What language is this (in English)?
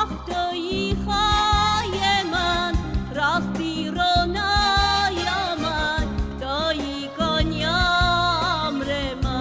Kurdish